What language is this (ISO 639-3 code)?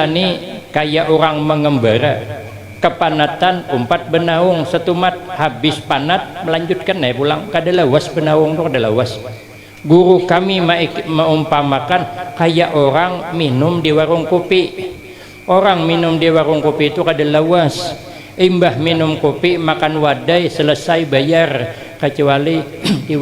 bjn